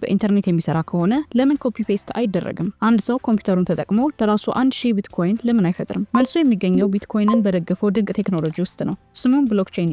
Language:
Amharic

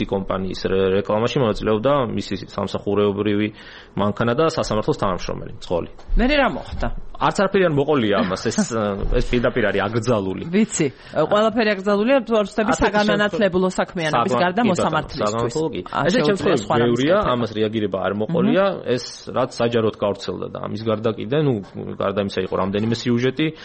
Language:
Georgian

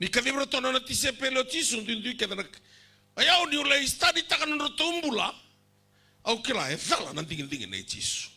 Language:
Fijian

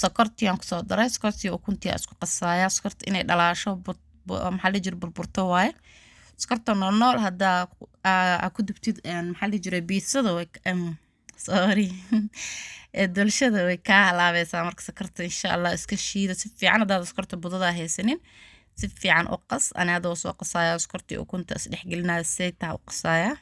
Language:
Somali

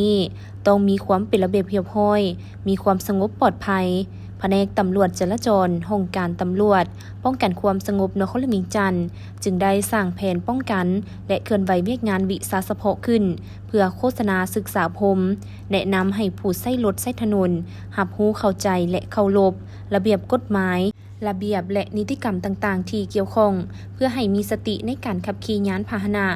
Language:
Lao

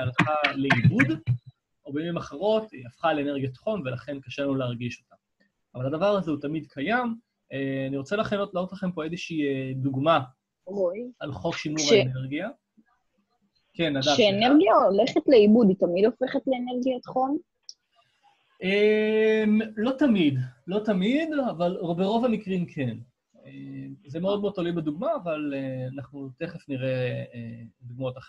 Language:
Hebrew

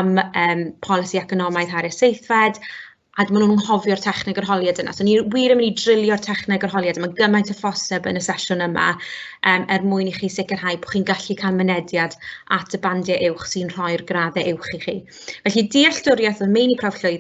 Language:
Welsh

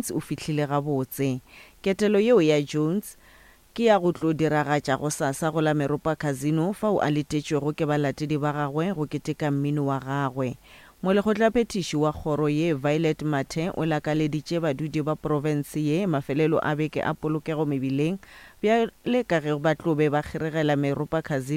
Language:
Northern Sotho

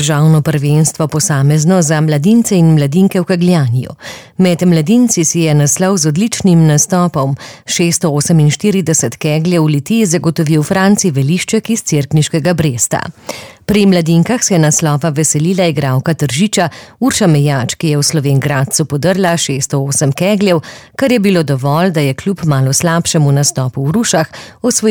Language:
Slovenian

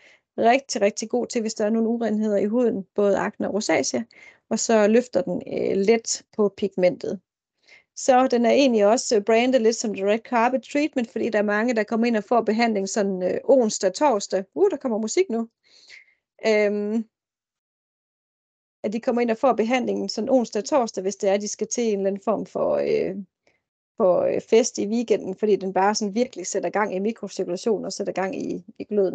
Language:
Danish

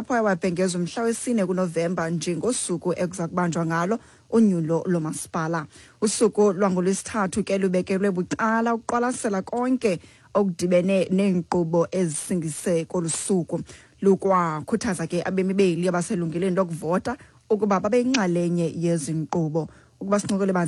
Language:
Xhosa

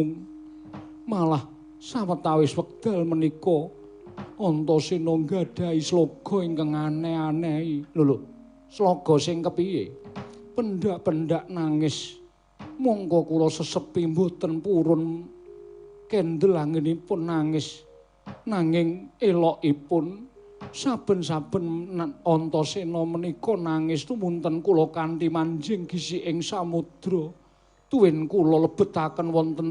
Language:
Javanese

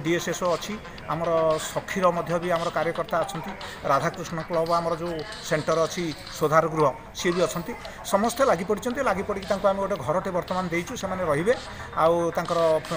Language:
Odia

